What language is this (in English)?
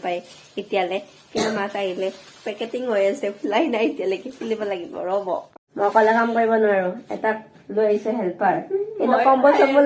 Assamese